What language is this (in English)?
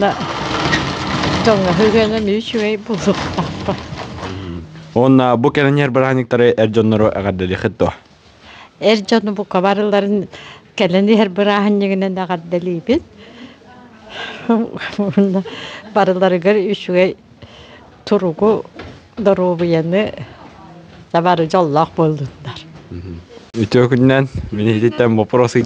Yakut